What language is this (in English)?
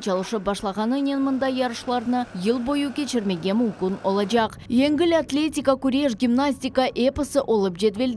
Crimean Tatar